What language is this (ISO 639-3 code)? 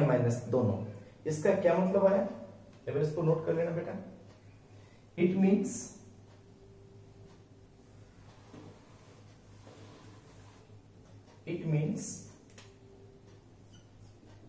hin